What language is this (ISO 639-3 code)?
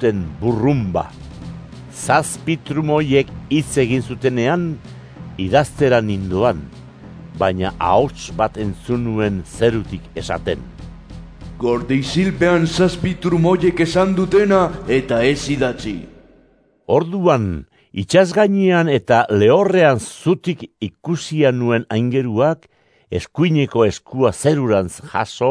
eus